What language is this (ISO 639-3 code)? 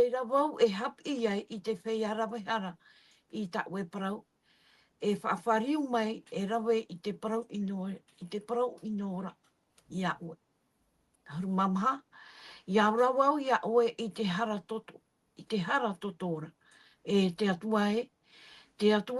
tah